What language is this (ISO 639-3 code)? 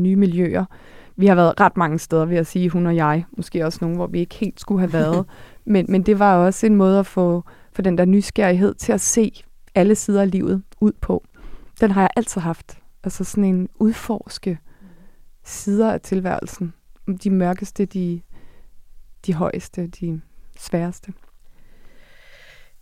dan